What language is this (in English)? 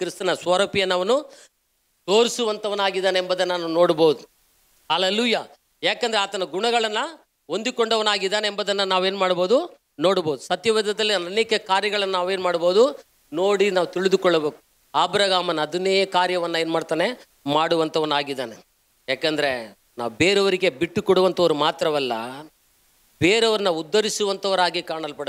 Kannada